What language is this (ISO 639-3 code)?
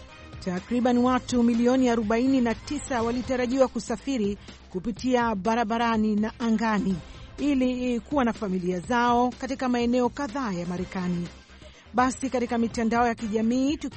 swa